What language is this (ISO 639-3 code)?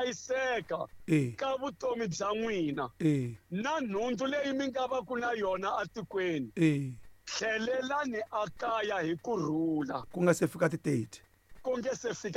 tso